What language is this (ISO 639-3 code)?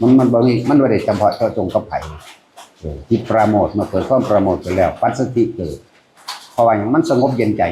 tts